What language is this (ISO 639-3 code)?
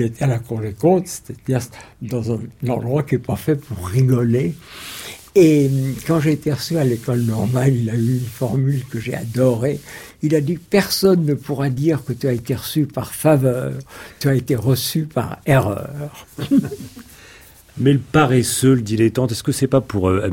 fra